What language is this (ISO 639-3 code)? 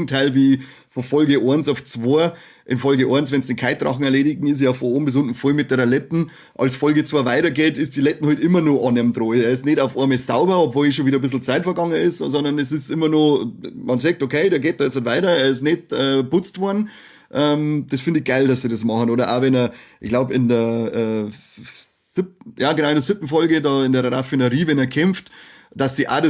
bar